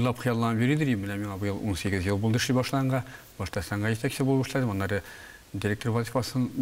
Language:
Tatar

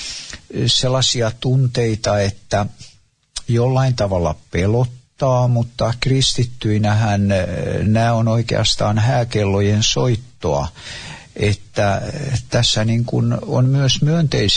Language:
Finnish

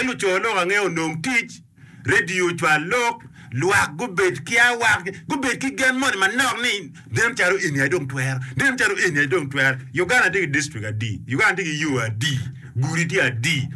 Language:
Acoli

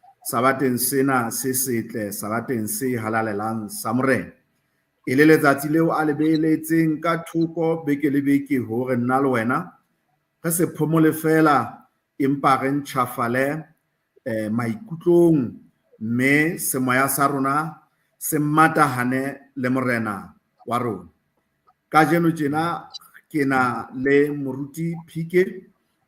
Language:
Southern Sotho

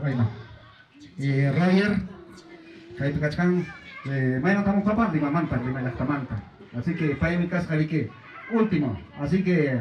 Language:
Ayacucho Quechua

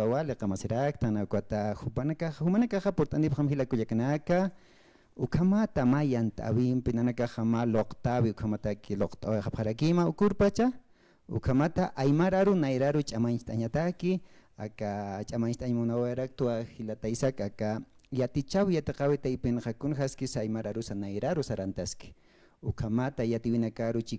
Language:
Aymara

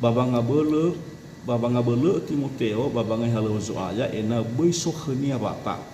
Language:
Nias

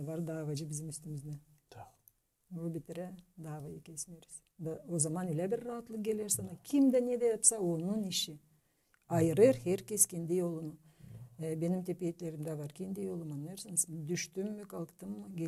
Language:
Gagauz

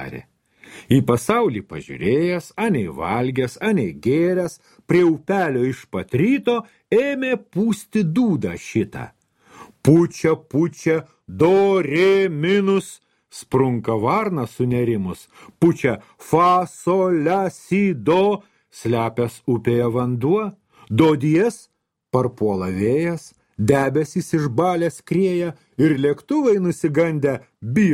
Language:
Lithuanian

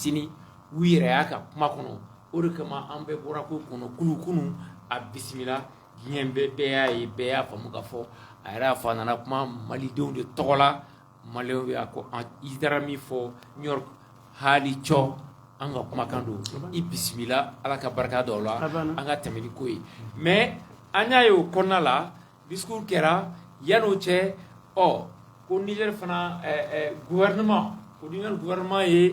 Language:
Bambara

